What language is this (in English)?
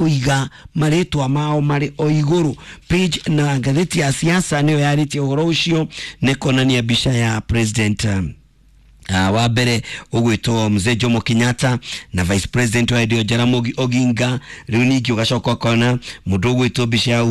Kikuyu